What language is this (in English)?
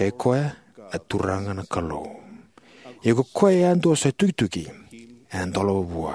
Fijian